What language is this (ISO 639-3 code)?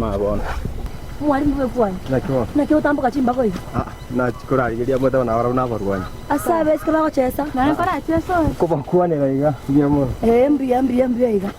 guz